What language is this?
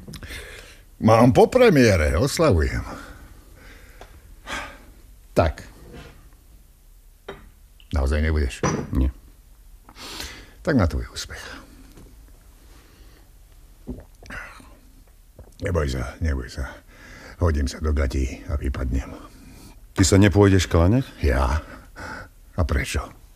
Slovak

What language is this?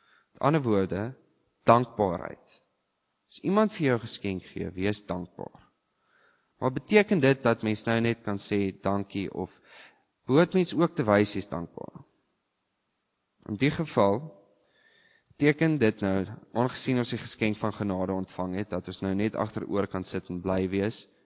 Afrikaans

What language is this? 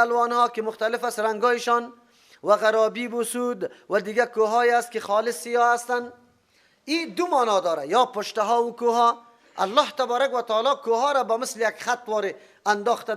Persian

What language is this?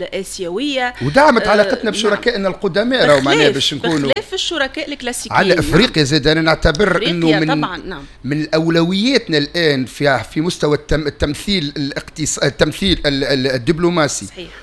Tunisian Arabic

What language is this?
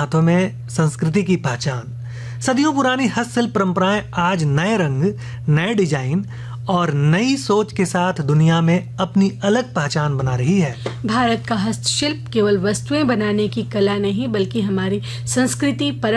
Hindi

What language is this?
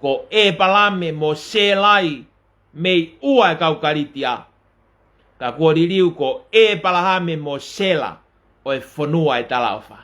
Tongan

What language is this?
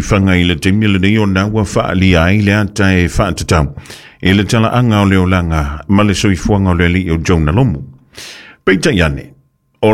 Samoan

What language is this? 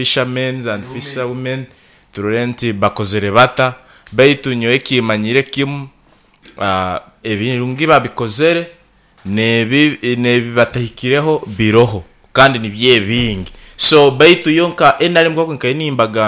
Nyoro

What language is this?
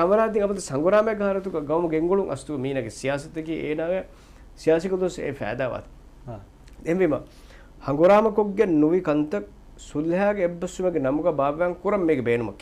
Divehi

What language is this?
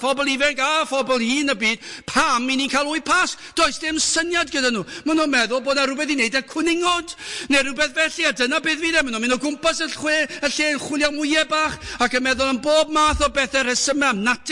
Welsh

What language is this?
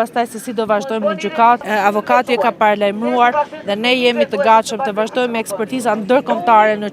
Albanian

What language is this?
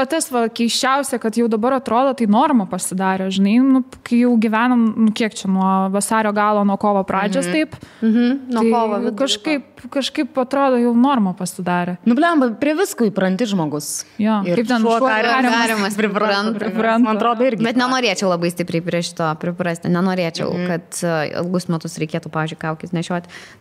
Lithuanian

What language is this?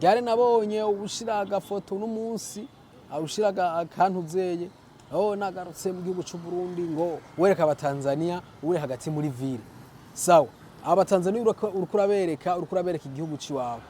Rundi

